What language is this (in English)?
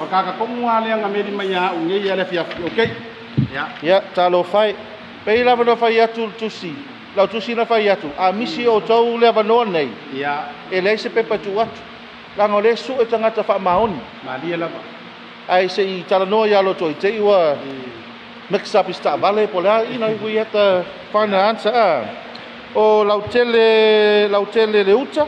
Samoan